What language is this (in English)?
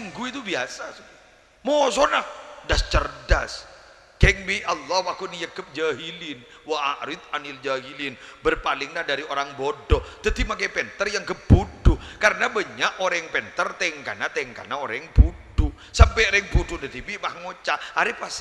Madurese